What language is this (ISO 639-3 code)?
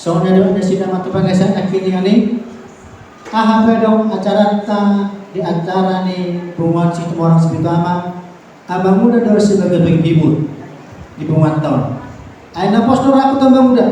bbc